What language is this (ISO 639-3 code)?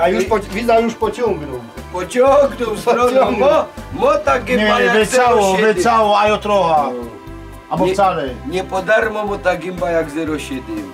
szl